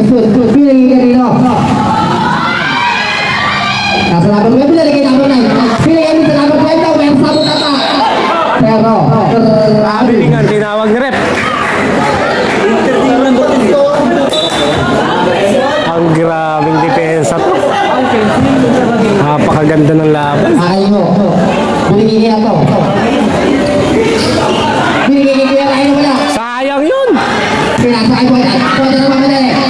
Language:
Filipino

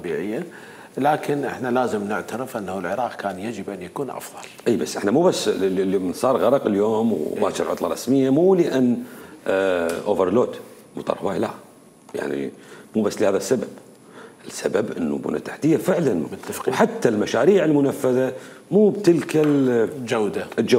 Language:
Mesopotamian Arabic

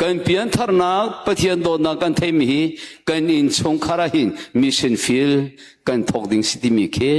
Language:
Hakha Chin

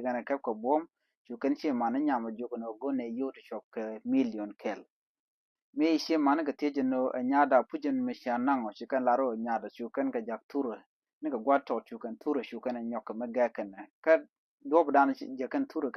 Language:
Nuer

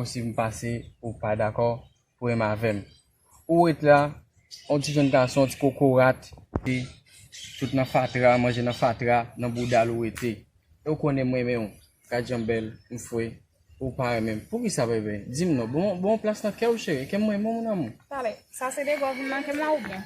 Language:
Haitian Creole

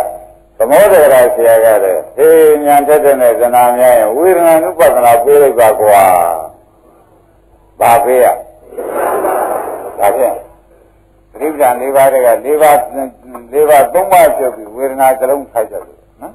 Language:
Burmese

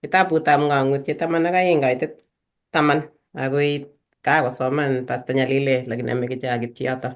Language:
Kalenjin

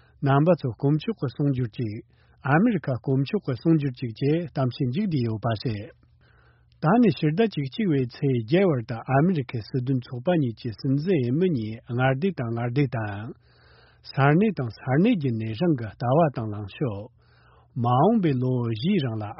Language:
Tibetan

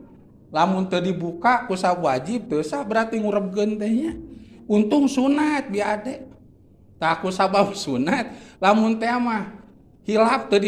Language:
Sundanese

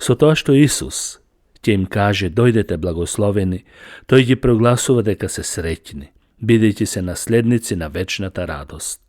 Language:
Macedonian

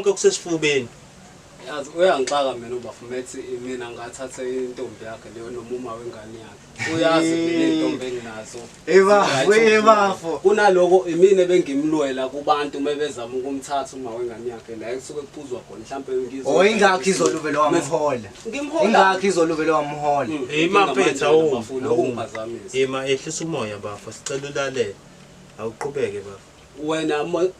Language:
Zulu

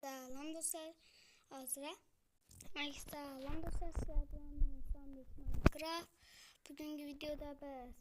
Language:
Uzbek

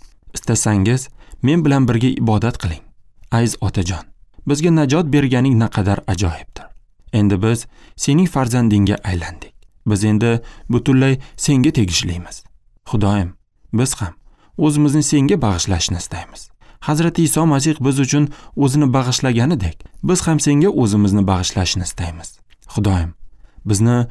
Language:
Uzbek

